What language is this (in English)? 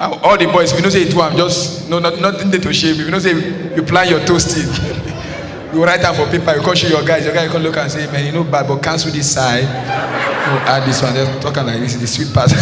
Nigerian Pidgin